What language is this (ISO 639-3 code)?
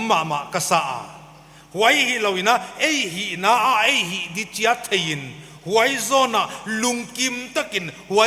pck